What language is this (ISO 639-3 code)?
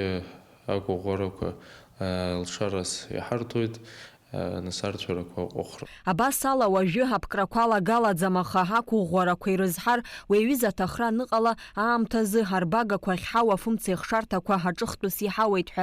abk